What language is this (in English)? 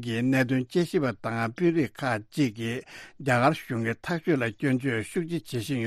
Tibetan